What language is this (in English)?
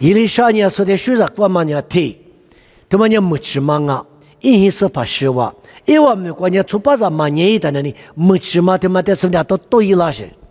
Lisu